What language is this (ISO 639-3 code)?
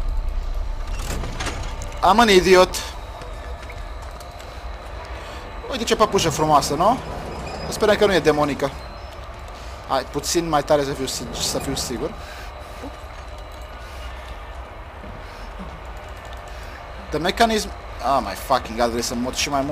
ron